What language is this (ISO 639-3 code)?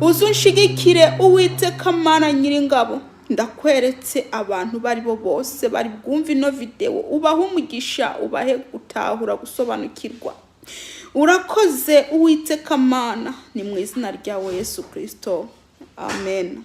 run